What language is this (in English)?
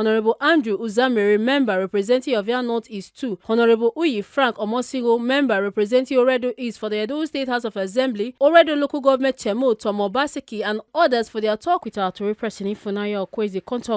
Nigerian Pidgin